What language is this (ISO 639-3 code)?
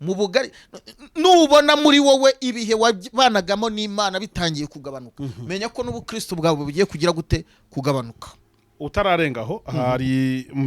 kin